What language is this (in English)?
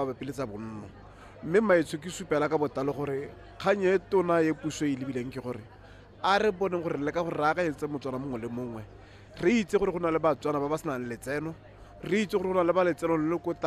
Tswana